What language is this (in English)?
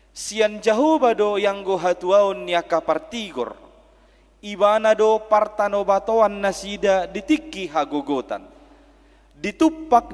Batak Toba